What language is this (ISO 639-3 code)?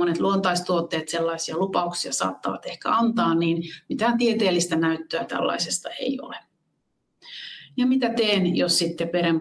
fin